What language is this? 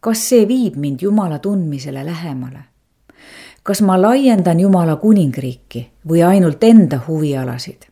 Estonian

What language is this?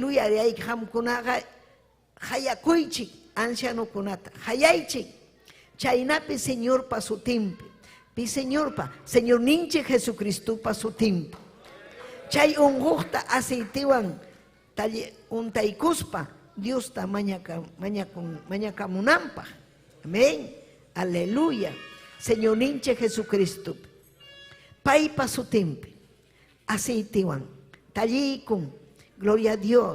Ayacucho Quechua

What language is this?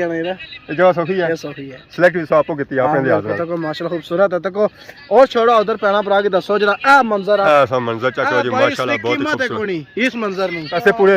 Pahari-Potwari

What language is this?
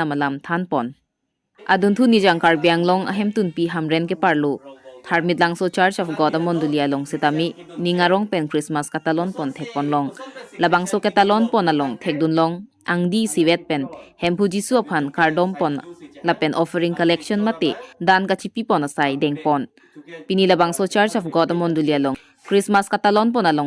Karbi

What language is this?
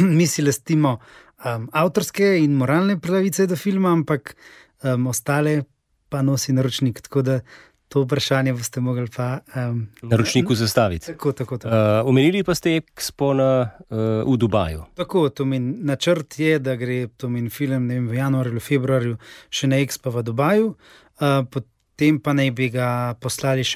Slovenian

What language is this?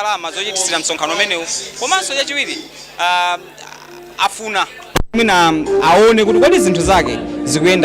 Nyanja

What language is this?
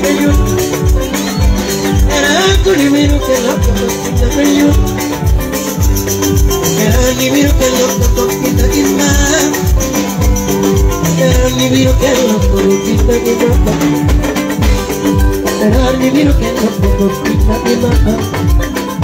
Luo (Kenya and Tanzania)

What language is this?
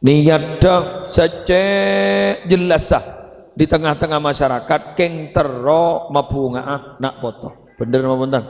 Madurese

